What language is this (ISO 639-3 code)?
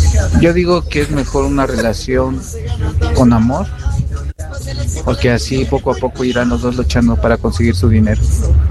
spa